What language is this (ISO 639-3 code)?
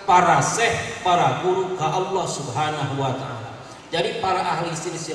sun